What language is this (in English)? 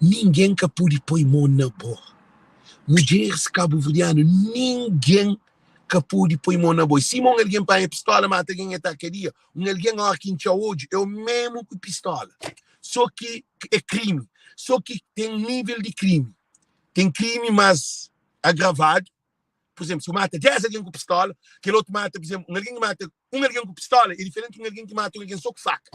Kabuverdianu